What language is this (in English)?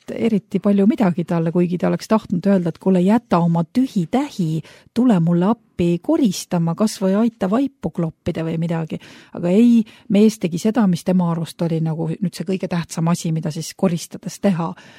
Estonian